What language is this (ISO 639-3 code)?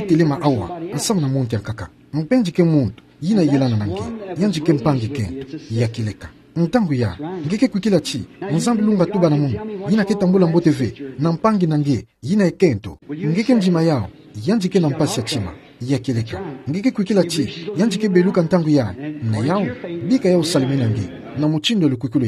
ktu